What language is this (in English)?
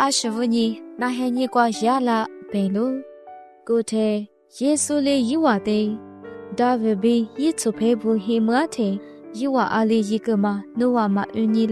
Lisu